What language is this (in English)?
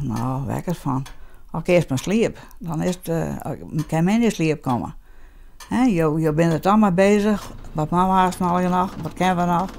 Western Frisian